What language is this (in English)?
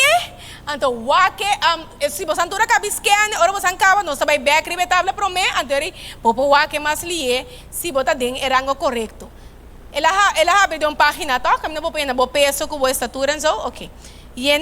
Papiamento